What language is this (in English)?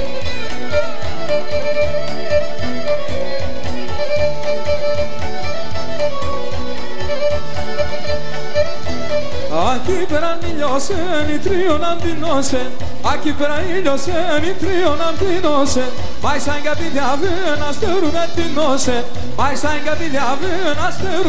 Greek